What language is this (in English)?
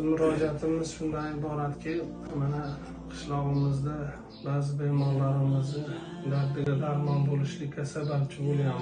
Uzbek